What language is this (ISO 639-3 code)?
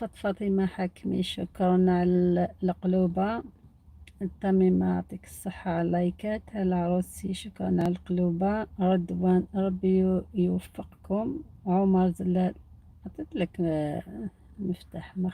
arq